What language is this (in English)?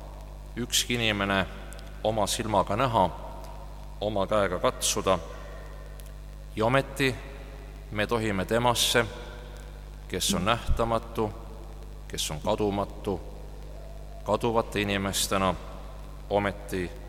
Estonian